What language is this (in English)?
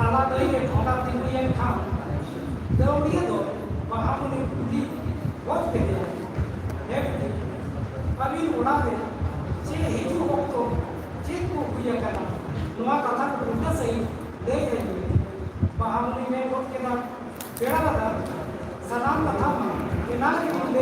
Santali